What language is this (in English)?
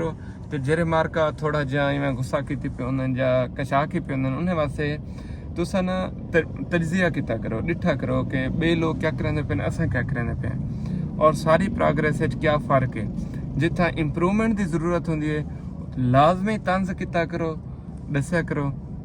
Saraiki